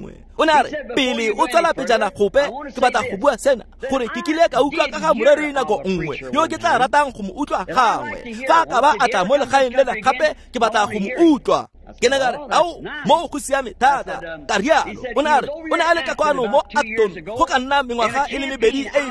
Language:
Tswana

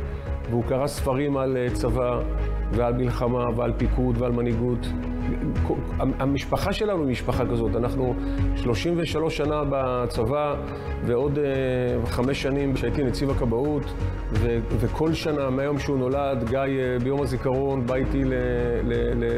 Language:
Hebrew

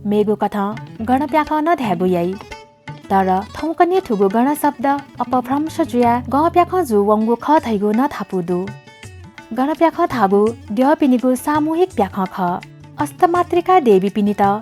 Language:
Newari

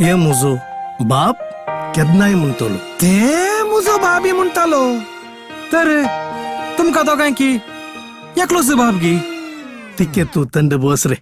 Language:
Konkani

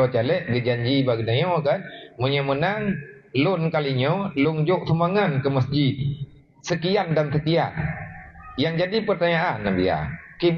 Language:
Achinese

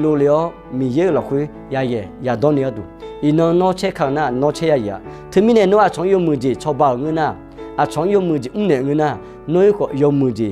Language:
Akha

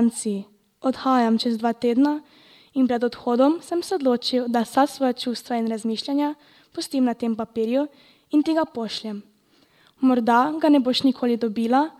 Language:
Slovenian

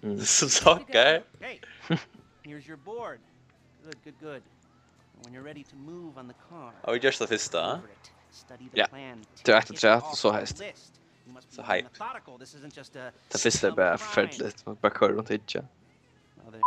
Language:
Faroese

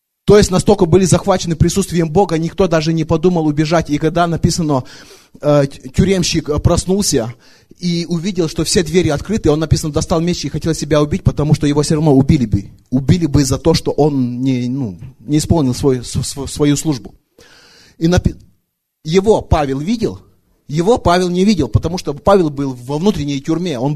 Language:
Russian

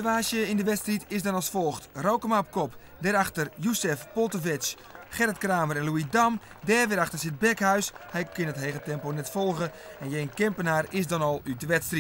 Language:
Western Frisian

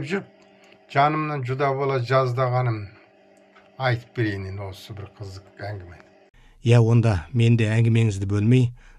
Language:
Kazakh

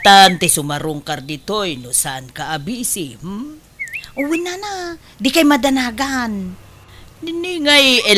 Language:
Iloko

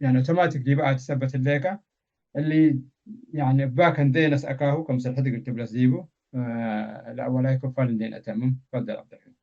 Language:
Tigre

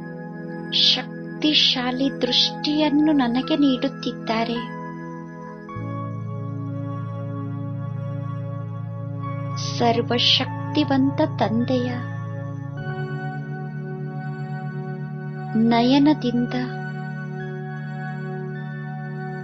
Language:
Kannada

